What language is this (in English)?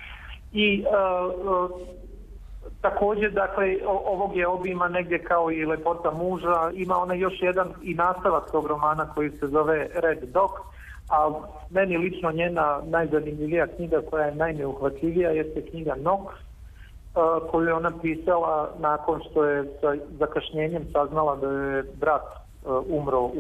Serbian